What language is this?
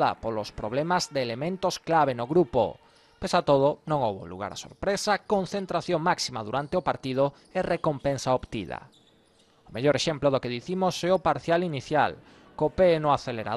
Galician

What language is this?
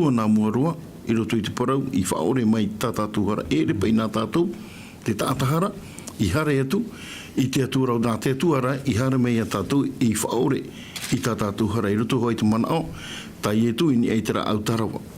Tahitian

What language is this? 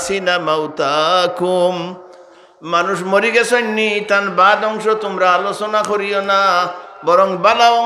Sylheti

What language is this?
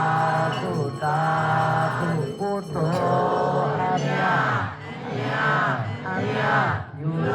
Pali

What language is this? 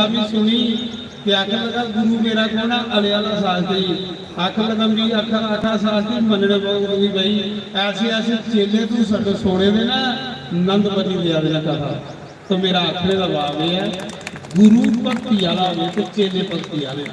Dogri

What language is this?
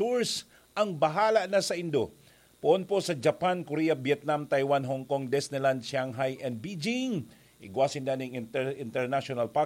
Bikol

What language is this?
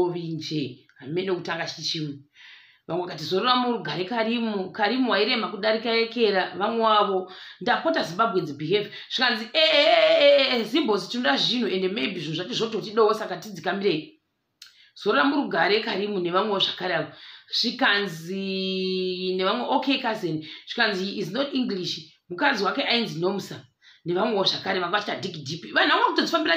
Shona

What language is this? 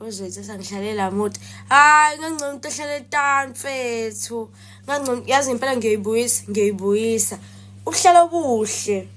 Zulu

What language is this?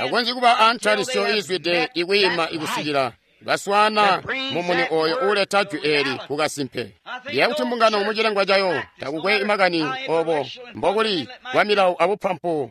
Tonga (Zambia)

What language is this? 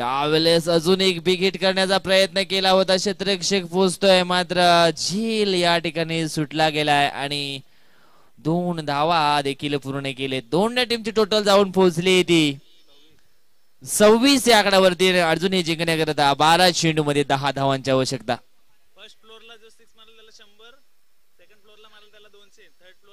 Marathi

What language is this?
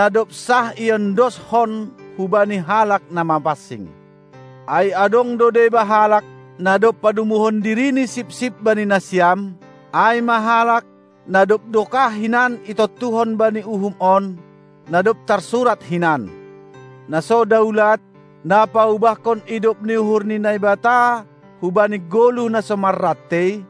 Batak Simalungun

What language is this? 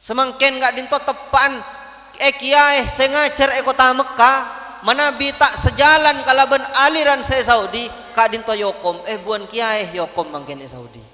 Madurese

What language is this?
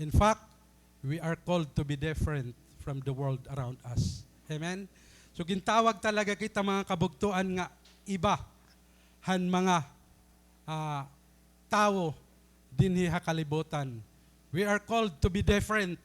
Waray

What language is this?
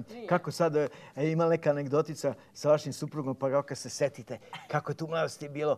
Serbian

